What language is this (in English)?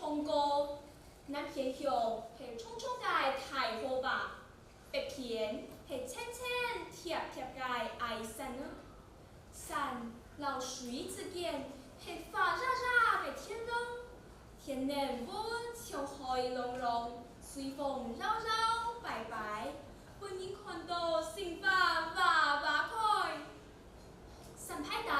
Hakka Chinese